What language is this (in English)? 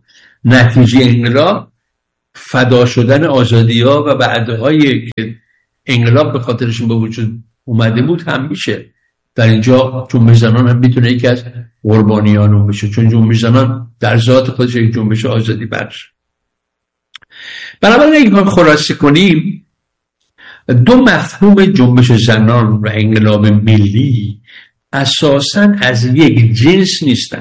Persian